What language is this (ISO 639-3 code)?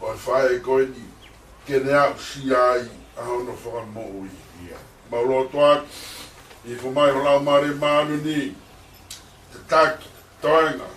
ton